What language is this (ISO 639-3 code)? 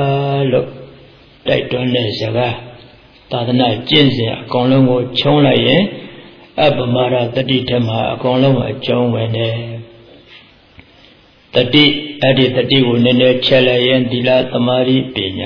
mya